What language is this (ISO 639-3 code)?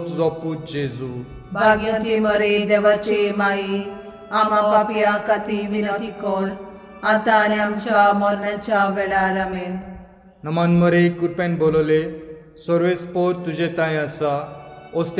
kok